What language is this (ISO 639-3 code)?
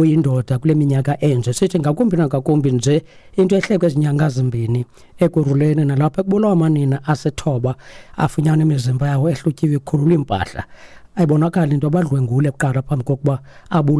xho